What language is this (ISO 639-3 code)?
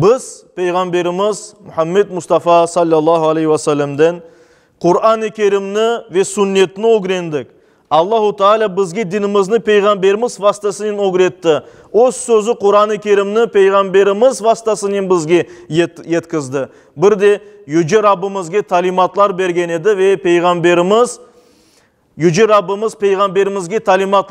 crh